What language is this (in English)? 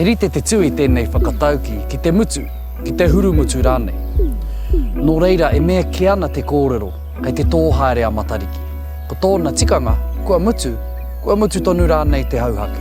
Māori